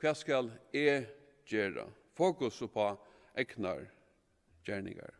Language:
Faroese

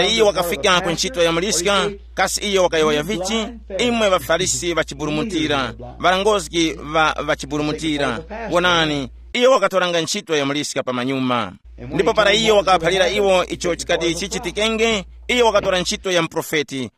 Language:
Tumbuka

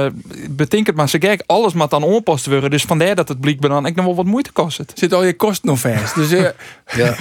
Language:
Western Frisian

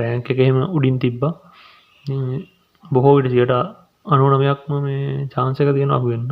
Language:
Sinhala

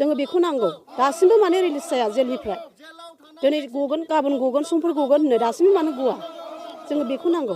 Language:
Bodo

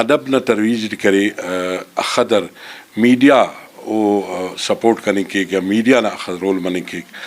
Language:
Brahui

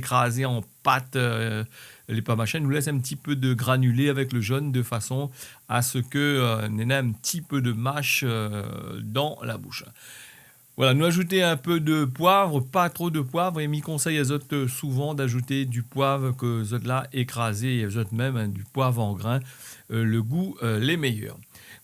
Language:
Réunion Creole French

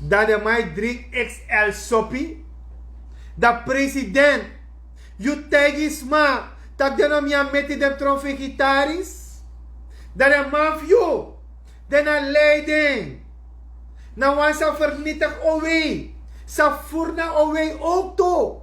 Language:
Sranan Tongo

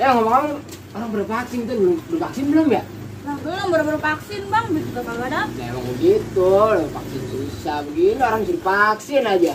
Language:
Betawi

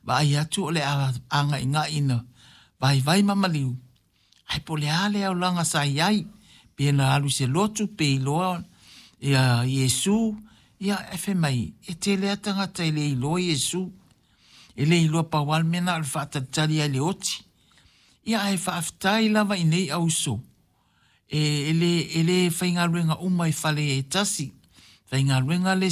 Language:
Samoan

